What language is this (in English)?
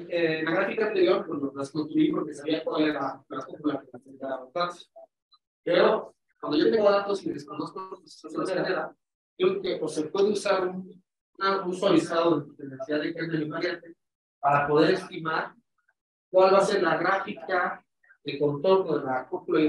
Spanish